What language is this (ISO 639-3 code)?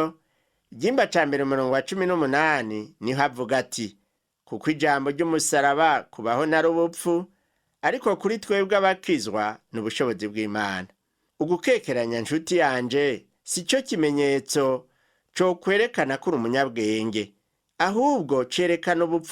run